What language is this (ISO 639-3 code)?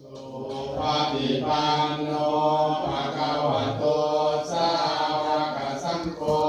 pli